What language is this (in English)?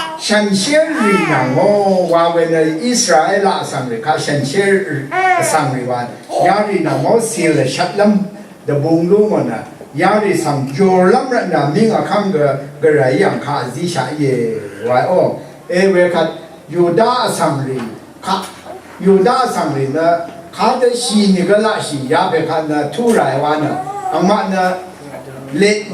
Rawang